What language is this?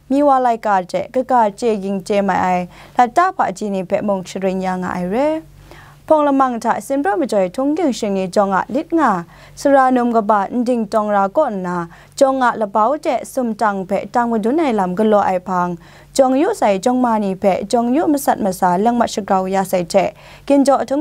Kachin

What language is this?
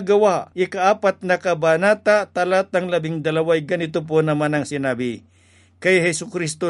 Filipino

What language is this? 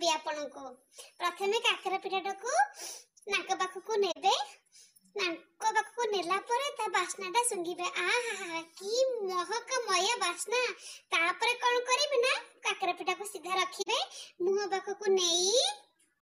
Odia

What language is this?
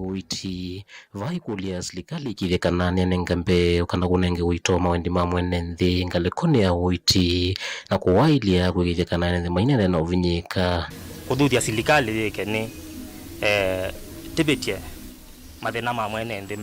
Kamba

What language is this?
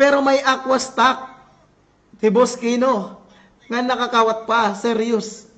Waray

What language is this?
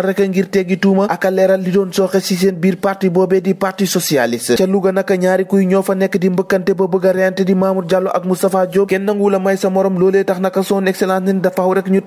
Wolof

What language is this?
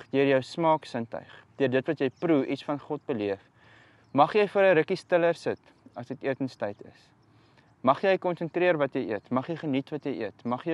Afrikaans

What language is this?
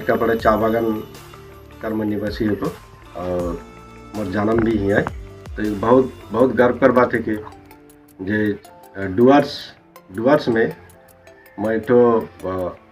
Sadri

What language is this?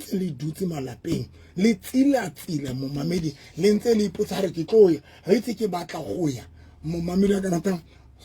Southern Sotho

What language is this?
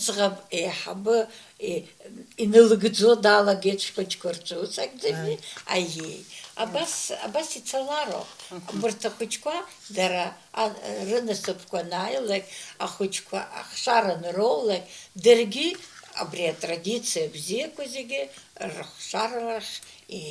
Abkhazian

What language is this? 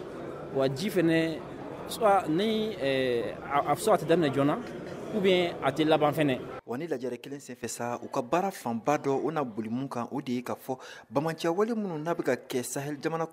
Bambara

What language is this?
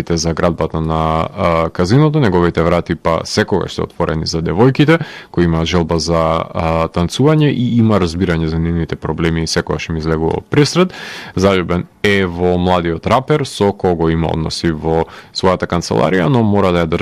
Macedonian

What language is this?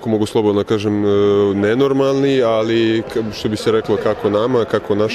Serbian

